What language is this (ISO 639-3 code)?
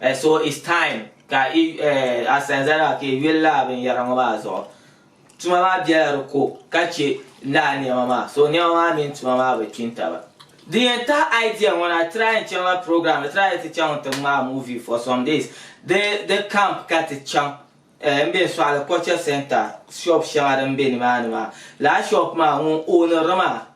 dag